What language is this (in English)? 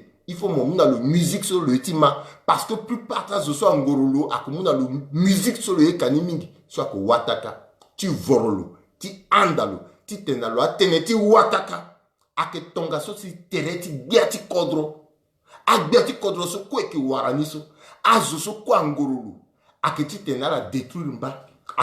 Sango